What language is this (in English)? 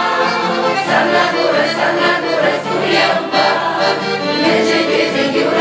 Chuvash